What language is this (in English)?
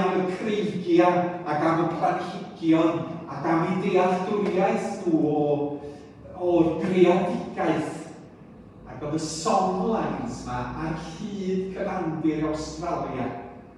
Welsh